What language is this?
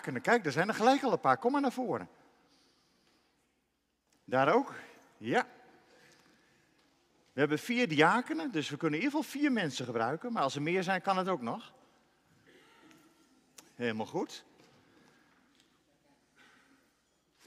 Dutch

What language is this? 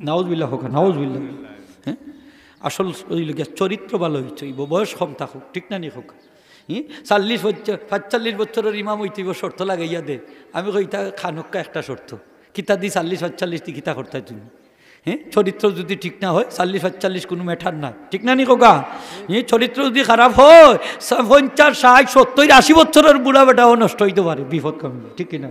Sylheti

